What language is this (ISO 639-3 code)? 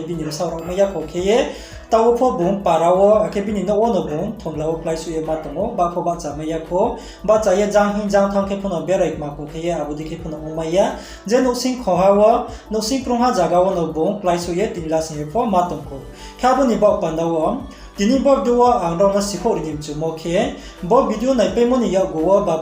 ria